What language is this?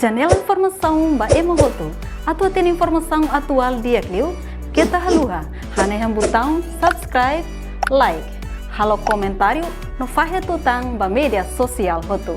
Tetum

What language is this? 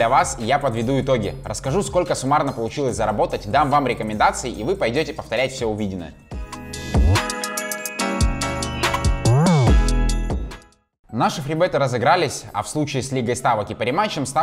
Russian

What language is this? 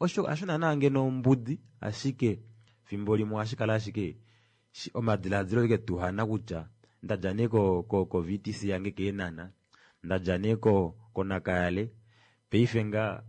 Kuanyama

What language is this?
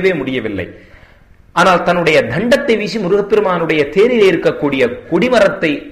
Tamil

